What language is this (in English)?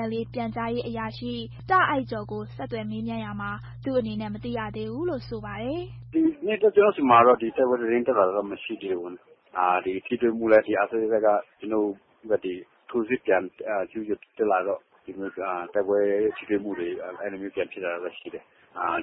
Burmese